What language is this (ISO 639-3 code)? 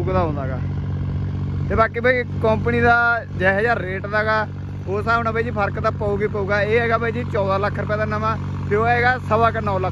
pan